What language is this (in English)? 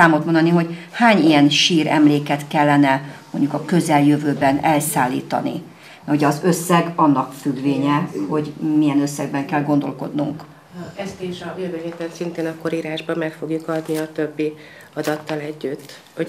Hungarian